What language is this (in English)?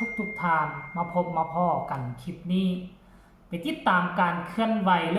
Northeastern Thai